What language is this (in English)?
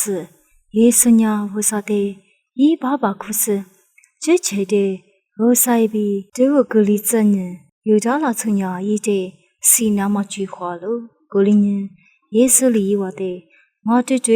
Lisu